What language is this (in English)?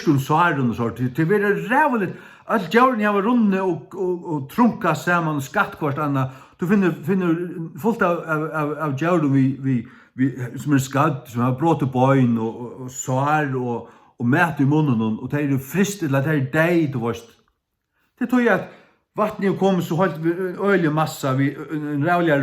Faroese